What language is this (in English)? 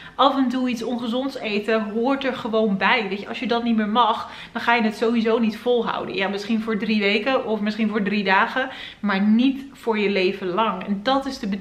Dutch